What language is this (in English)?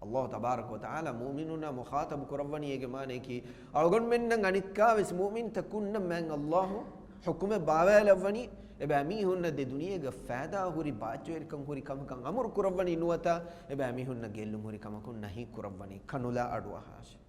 Divehi